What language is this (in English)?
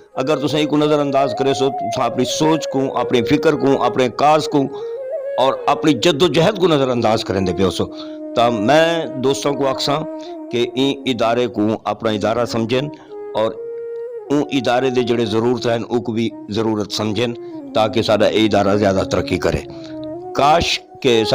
Saraiki